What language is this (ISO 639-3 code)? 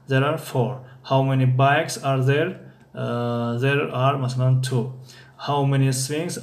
tgk